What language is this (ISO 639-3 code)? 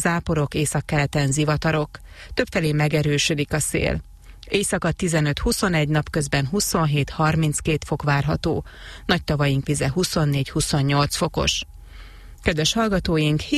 hun